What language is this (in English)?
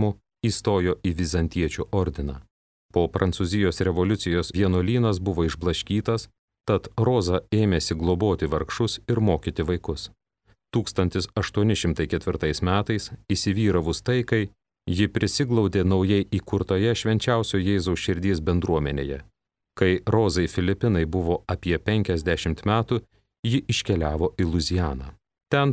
Lithuanian